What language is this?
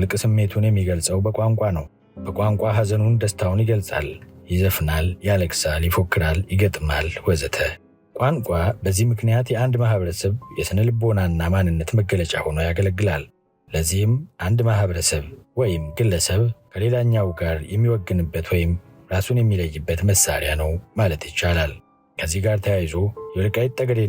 Amharic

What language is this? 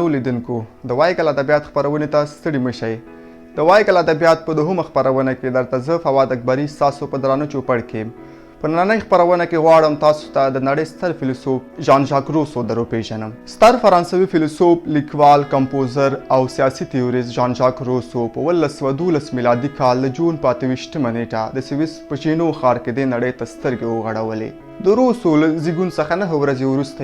Pashto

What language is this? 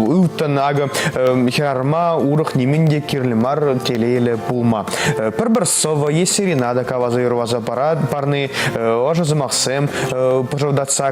Chuvash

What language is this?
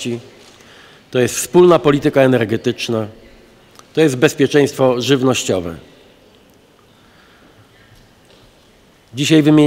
Polish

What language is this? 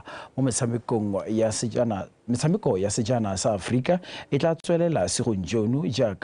Tswana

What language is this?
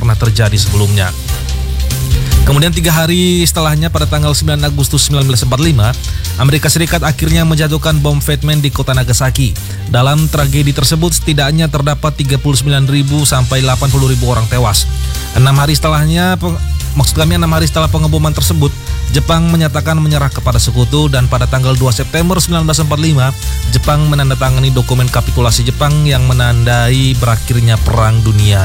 Indonesian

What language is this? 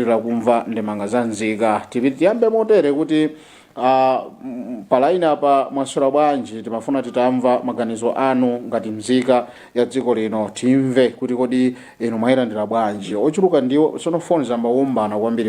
Nyanja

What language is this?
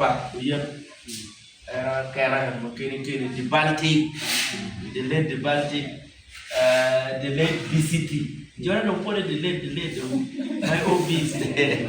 Acoli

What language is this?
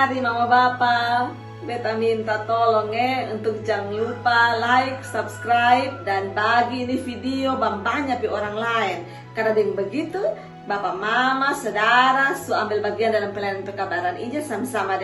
Kupang Malay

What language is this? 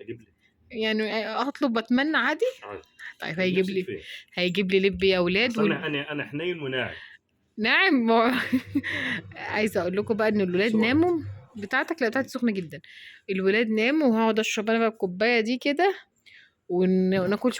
Egyptian Arabic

